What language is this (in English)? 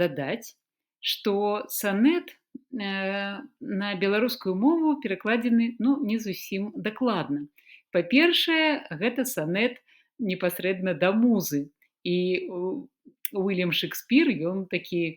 Belarusian